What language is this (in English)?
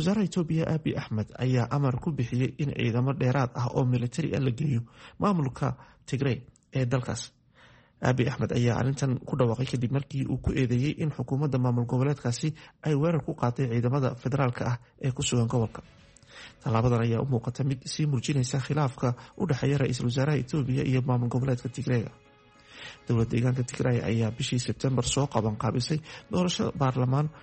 Somali